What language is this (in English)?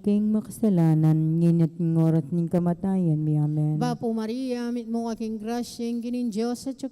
Pampanga